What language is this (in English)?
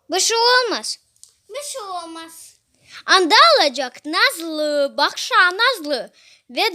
Crimean Tatar